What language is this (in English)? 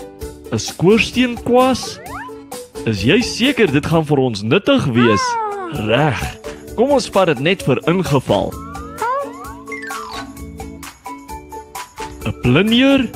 Afrikaans